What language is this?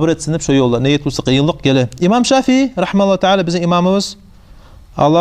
Kumyk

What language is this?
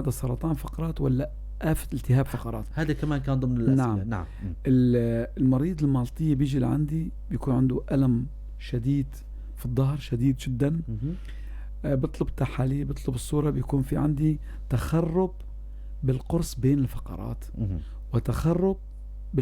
North Levantine Arabic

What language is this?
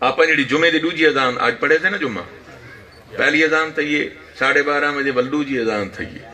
Saraiki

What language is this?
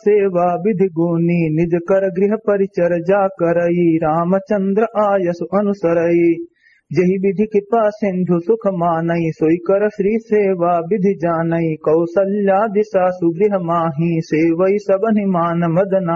Awadhi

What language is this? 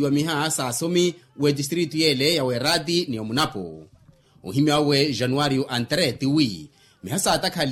Makhuwa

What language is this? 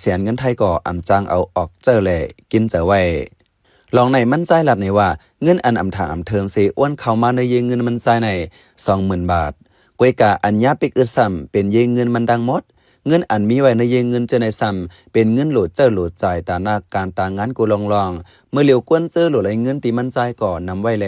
Shan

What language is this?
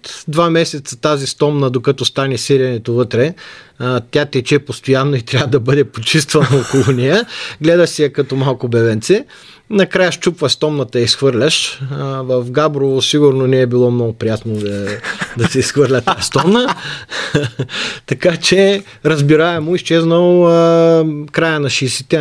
Bulgarian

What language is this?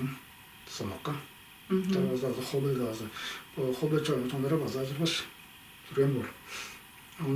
Tuvinian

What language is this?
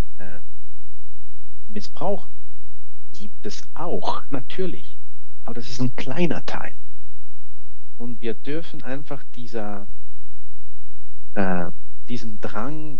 German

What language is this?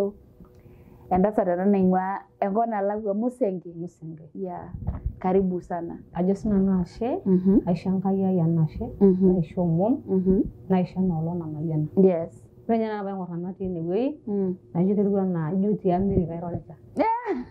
Masai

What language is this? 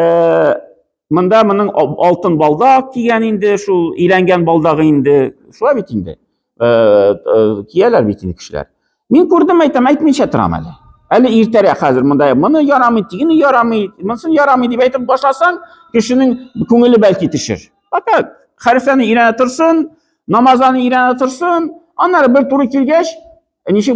Tatar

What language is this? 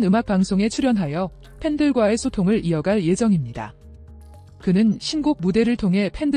Korean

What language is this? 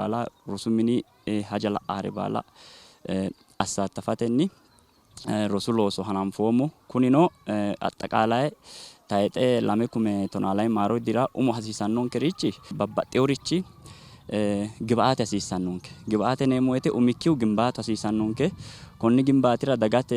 Sidamo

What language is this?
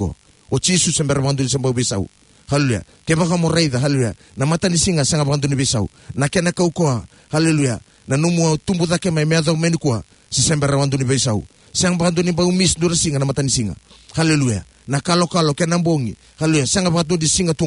Fijian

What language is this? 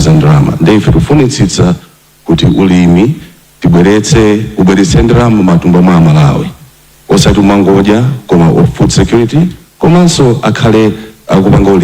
Nyanja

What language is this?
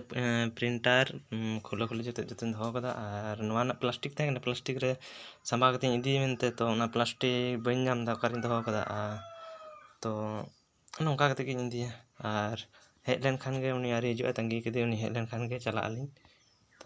Santali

